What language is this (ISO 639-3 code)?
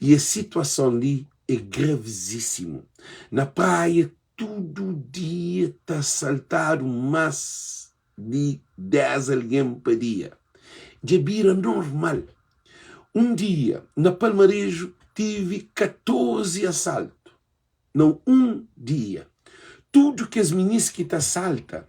kea